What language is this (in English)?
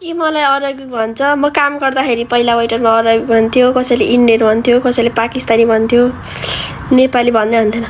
Nepali